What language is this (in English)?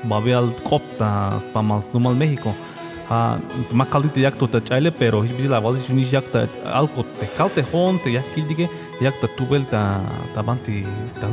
Tzeltal